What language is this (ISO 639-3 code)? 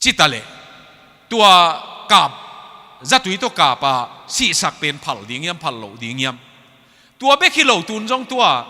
ctd